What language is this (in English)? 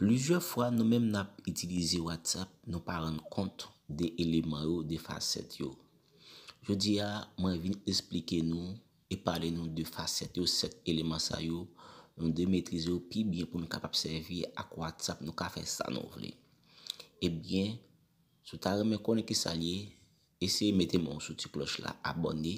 Haitian Creole